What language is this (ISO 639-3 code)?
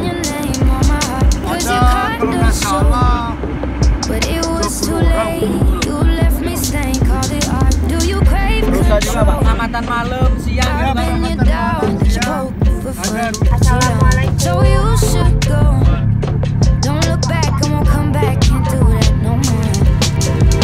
ind